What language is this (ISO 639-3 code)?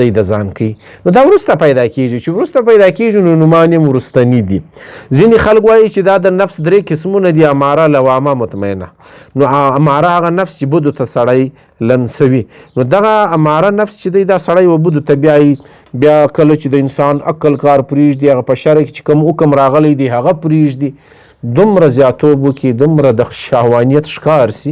pus